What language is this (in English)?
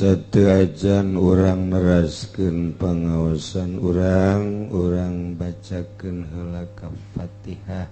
Sundanese